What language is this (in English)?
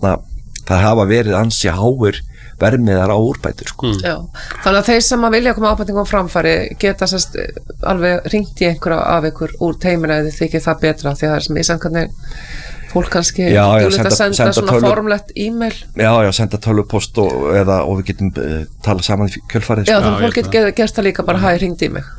Icelandic